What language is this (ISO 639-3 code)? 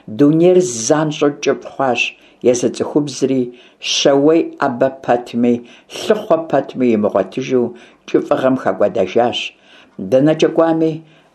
kbd